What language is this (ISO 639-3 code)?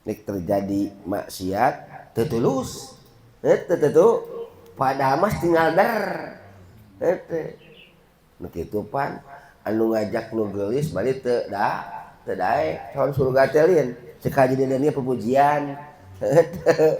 sun